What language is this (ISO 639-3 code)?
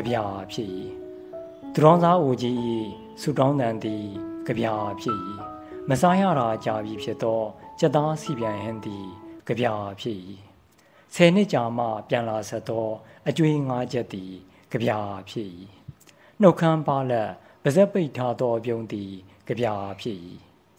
mya